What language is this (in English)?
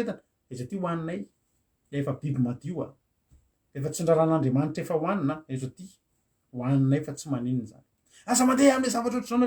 Malagasy